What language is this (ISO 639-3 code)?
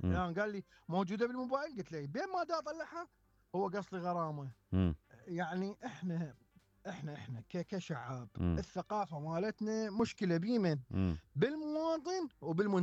acm